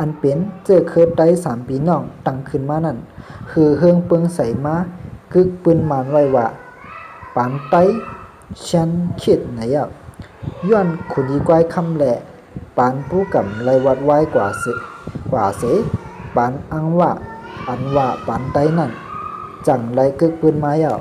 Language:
Shan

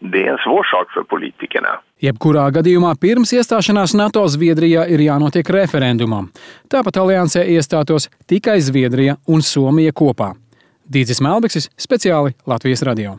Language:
Latvian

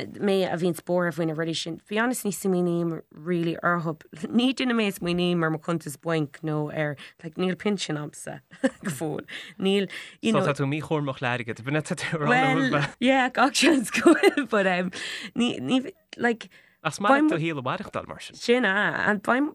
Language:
Irish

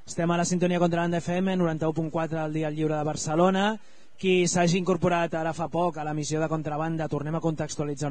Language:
Catalan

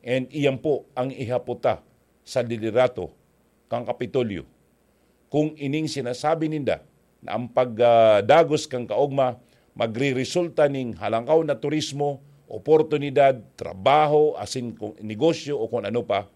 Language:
Bikol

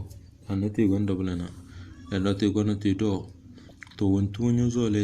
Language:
Tem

